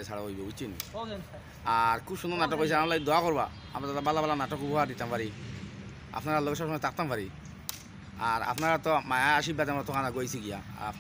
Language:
Sylheti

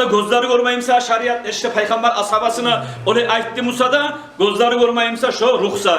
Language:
Kumyk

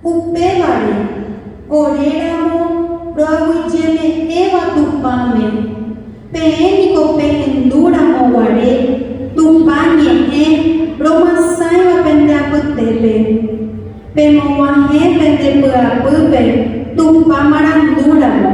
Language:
Guarani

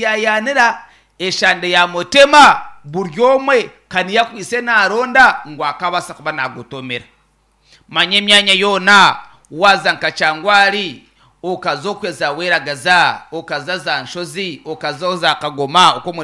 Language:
Nyankole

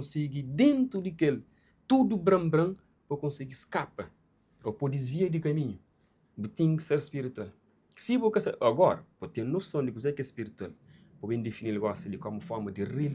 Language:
Kabuverdianu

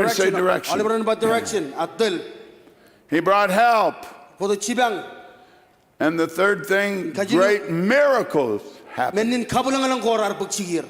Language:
Marshallese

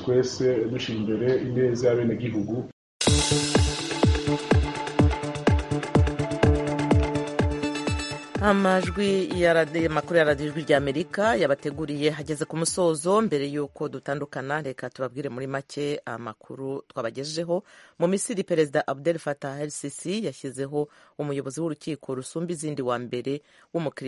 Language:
Kinyarwanda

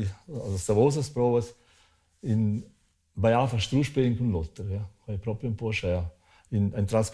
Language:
Romansh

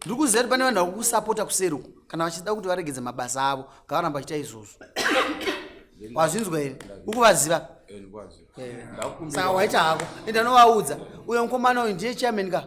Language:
Shona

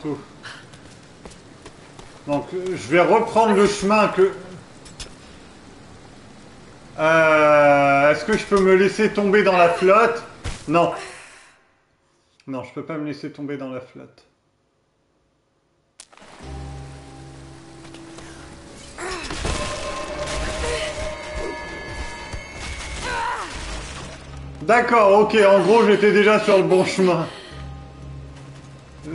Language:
French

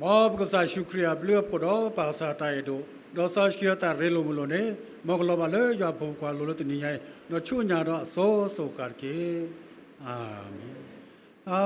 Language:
S'gaw Karen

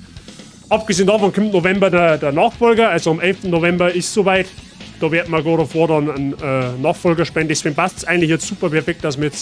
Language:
Bavarian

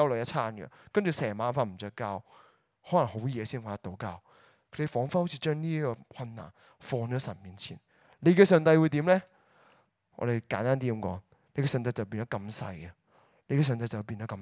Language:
Cantonese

